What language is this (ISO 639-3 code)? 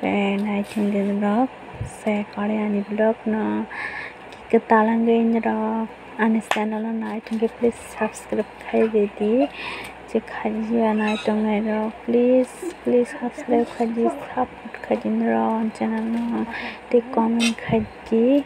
trp